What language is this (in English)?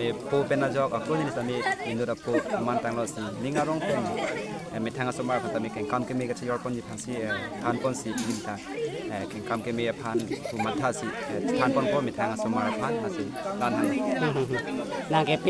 Karbi